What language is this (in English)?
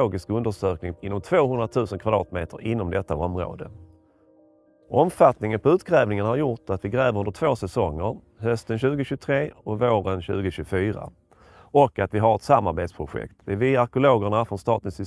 Swedish